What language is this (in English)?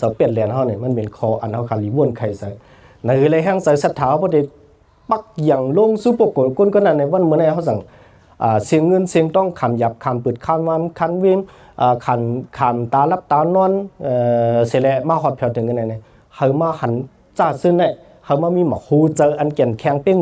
Shan